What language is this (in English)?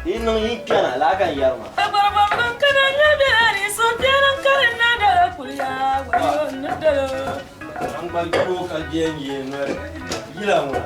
Dagbani